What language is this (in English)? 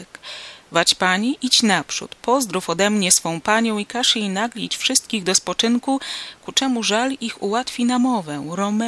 Polish